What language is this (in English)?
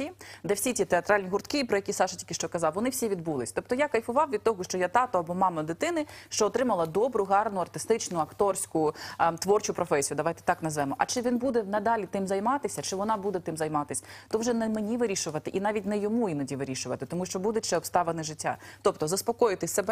Ukrainian